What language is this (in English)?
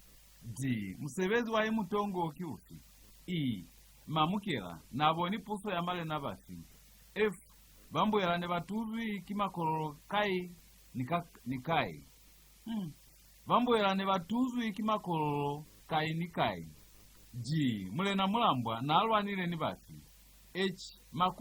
Lozi